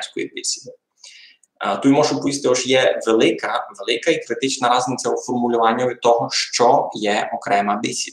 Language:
Rusyn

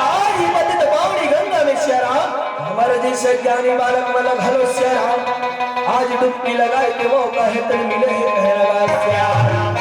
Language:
Chhattisgarhi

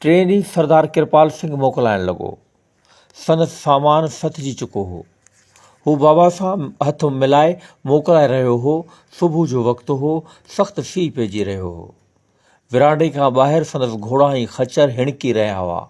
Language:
Sindhi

